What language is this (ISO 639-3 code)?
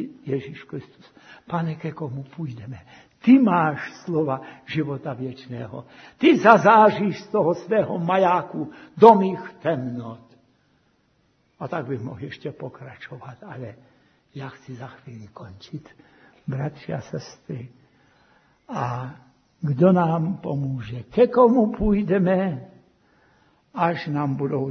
ces